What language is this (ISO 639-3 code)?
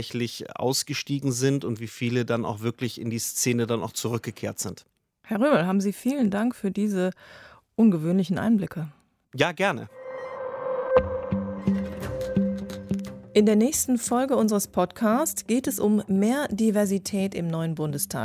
deu